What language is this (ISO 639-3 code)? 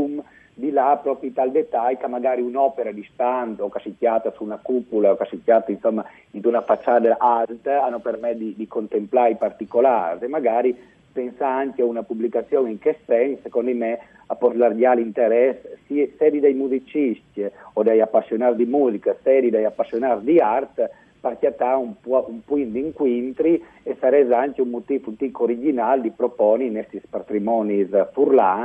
fur